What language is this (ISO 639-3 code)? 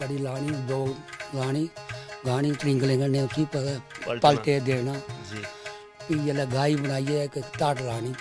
doi